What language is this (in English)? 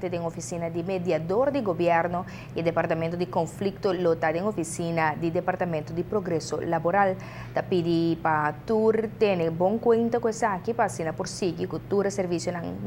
Papiamento